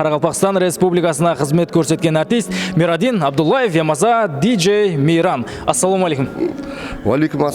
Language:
Kara-Kalpak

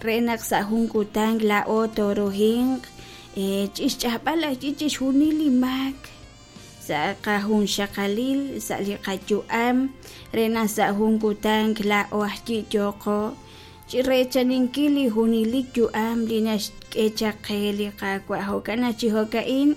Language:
Kekchí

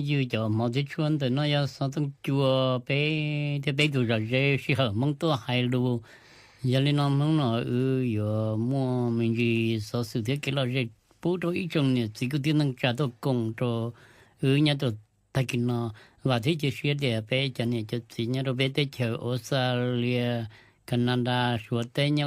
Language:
Hmong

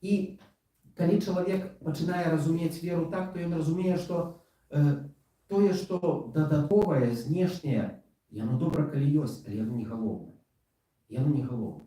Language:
Belarusian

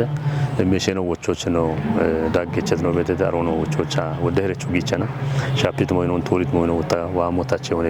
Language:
Kafa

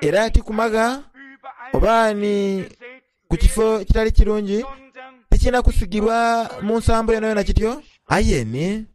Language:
Soga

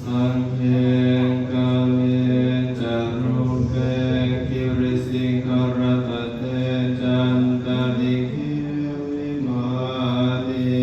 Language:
Pali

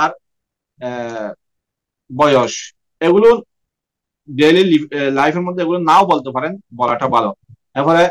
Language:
Bangla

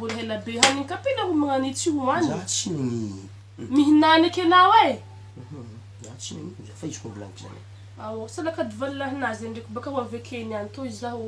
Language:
Malagasy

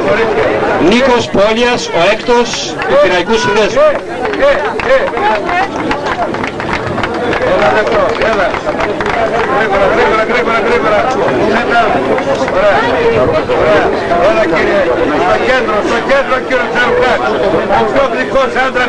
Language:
Greek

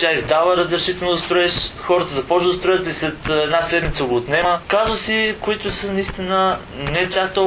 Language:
Bulgarian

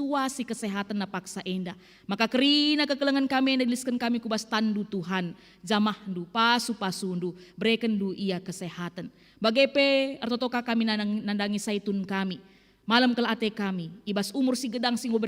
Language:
Batak Karo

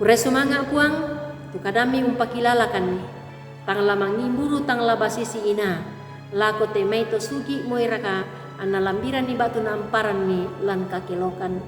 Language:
Toraja-Sa'dan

